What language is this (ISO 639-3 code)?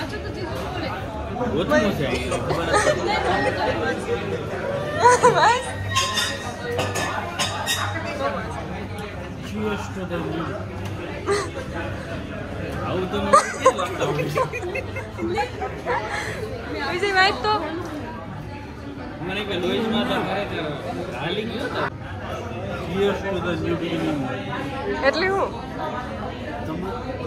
guj